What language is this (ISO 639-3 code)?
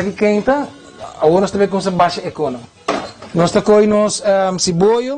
pap